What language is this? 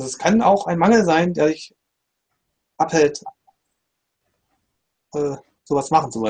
German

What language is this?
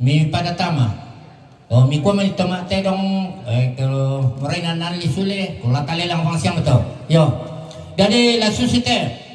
Toraja-Sa'dan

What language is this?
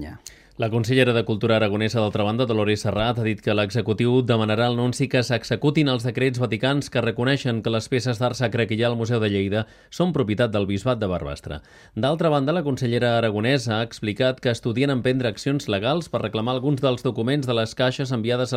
Catalan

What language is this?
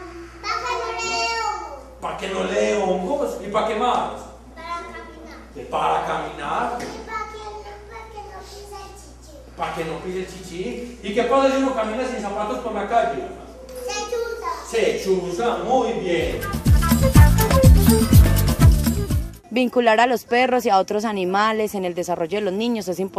Spanish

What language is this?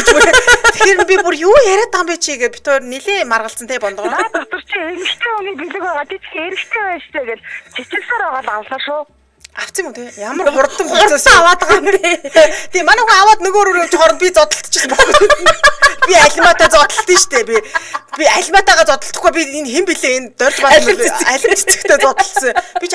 Mongolian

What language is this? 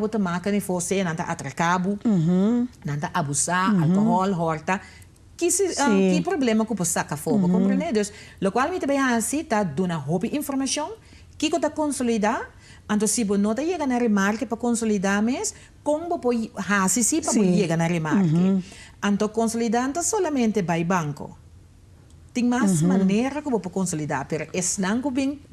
Papiamento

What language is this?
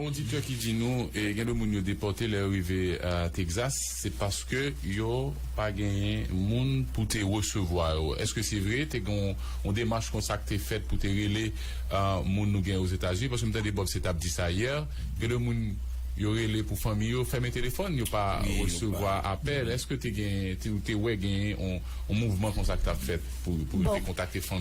Haitian Creole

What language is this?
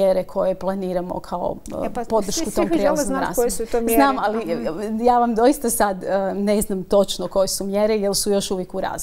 Croatian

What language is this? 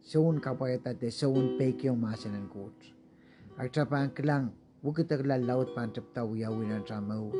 Pohnpeian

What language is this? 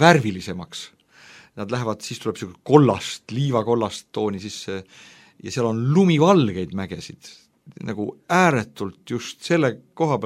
Estonian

